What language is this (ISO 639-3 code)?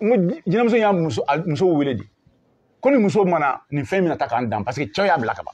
bam